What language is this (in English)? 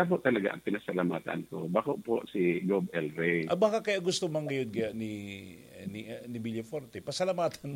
Bikol